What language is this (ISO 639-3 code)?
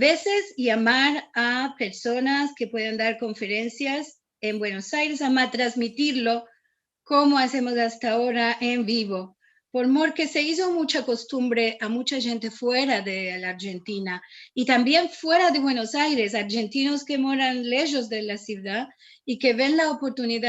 lad